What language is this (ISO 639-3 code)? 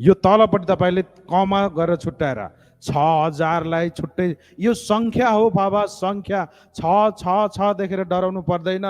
nep